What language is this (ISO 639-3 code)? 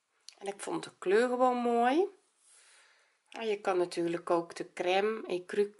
nld